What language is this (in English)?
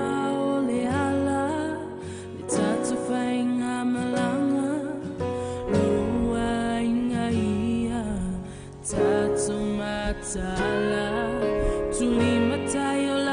Samoan